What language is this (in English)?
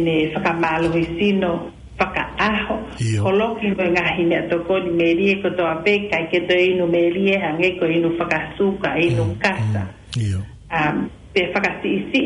Tongan